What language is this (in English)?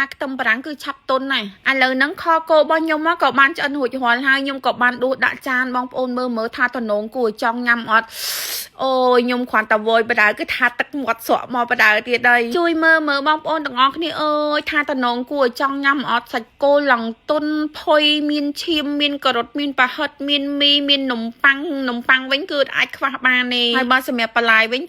Khmer